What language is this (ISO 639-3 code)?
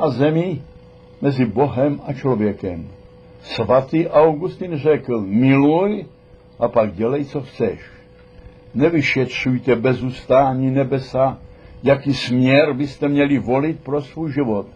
ces